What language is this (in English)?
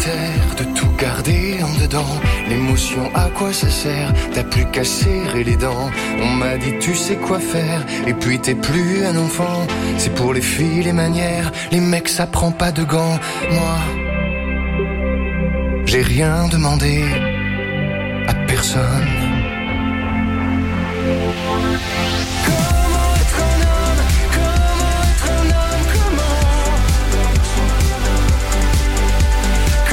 French